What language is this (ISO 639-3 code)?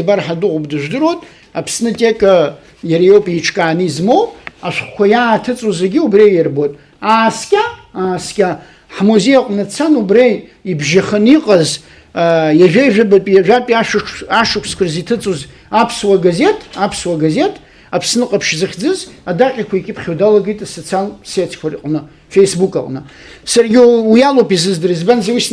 abk